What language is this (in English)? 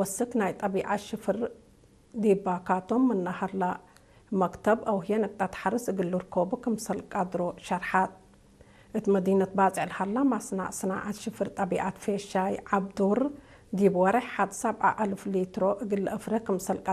Tigre